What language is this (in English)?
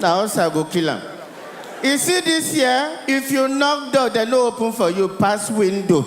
Nigerian Pidgin